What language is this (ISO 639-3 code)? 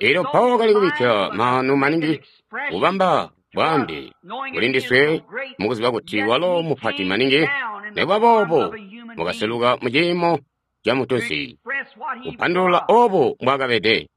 toi